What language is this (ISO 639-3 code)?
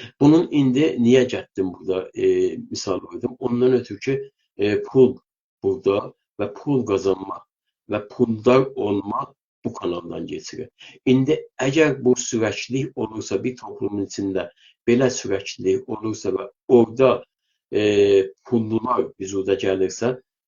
azb